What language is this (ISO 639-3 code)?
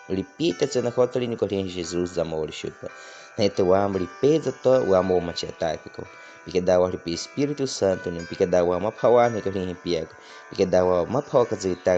bwi